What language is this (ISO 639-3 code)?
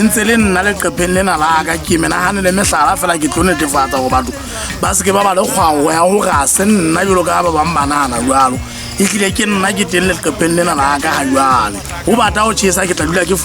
sot